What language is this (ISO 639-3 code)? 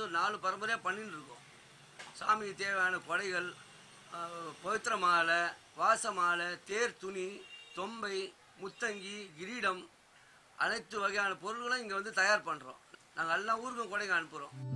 tam